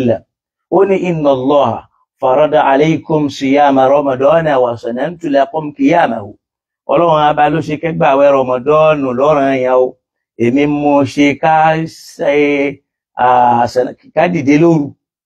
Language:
Yoruba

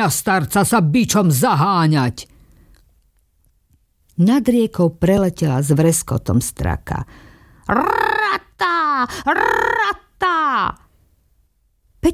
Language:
Slovak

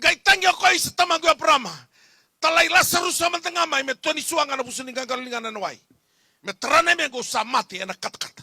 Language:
Fijian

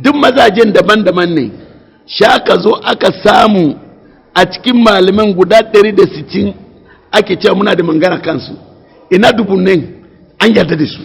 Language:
Hausa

